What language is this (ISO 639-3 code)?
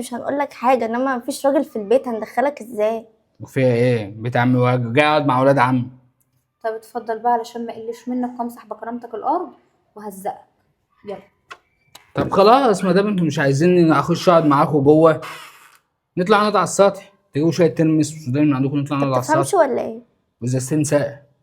arz